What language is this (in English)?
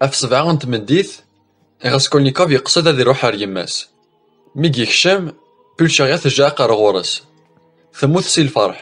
Kabyle